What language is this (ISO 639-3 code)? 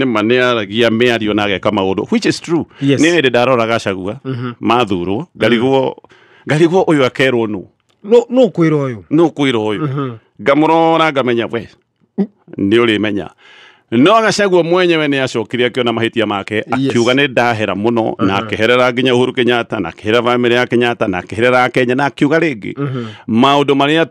kik